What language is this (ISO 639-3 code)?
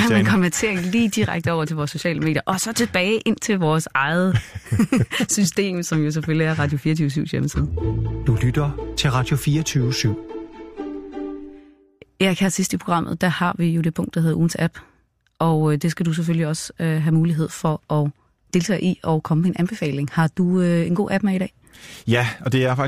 dan